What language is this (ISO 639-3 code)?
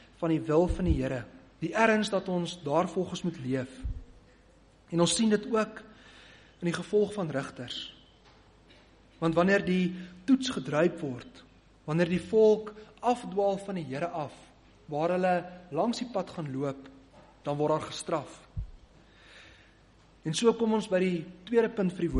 afr